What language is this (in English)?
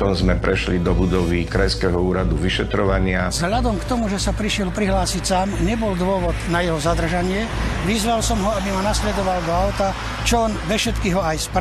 Slovak